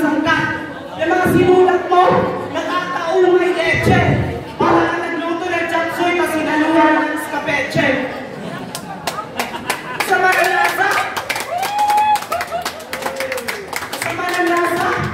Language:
Filipino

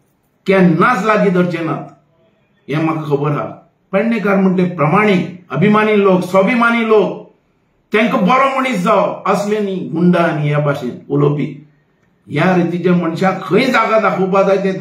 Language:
Konkani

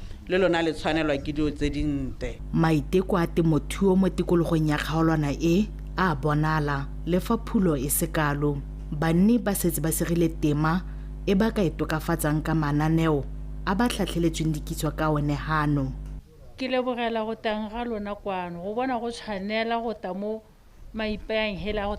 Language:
Tswana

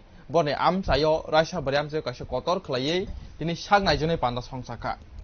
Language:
Kok Borok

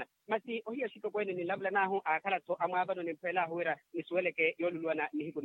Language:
Makhuwa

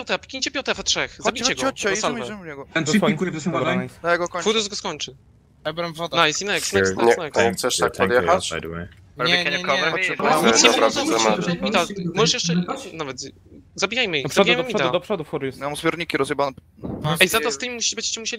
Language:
Polish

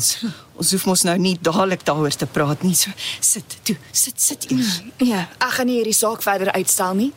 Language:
Afrikaans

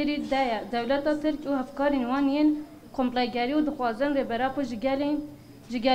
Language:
Kurdish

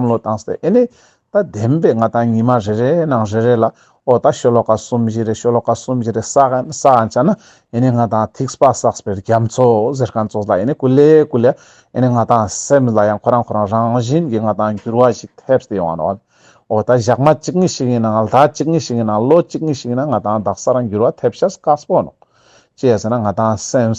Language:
Ladakhi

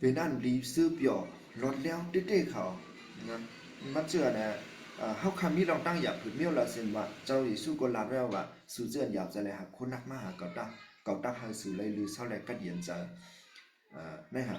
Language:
Shan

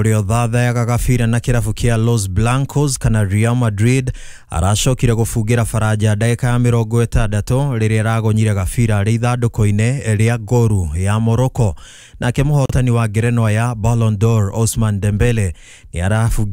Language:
Kikuyu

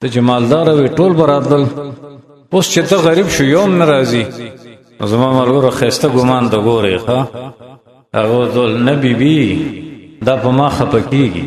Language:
Pashto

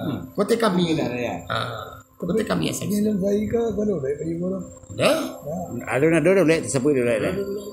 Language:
Minangkabau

